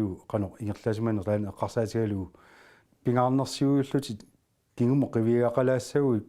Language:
Kalaallisut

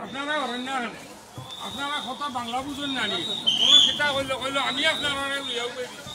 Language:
Sylheti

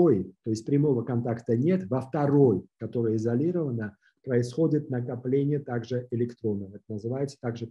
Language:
Russian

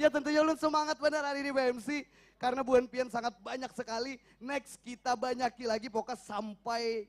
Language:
Banjar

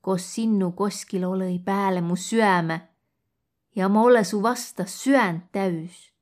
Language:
Võro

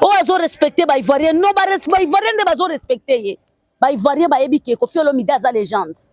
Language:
Lingala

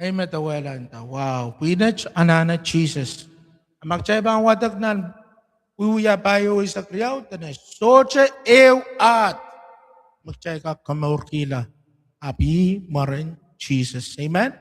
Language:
Pohnpeian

